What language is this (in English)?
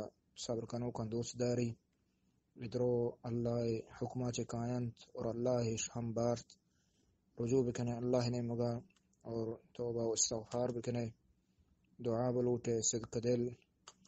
Eastern Balochi